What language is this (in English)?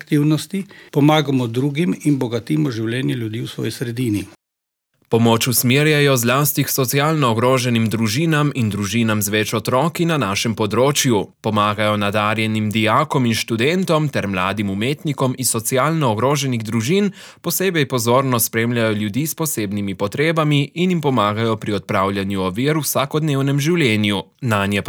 Slovenian